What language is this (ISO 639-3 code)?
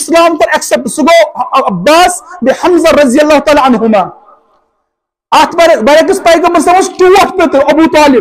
kas